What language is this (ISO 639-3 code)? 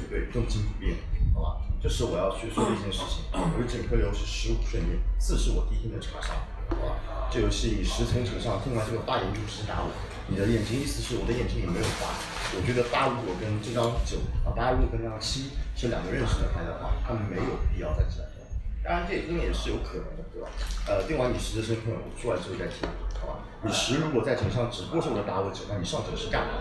zho